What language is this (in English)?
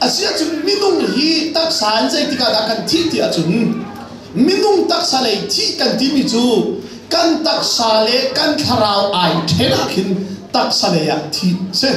Hakha Chin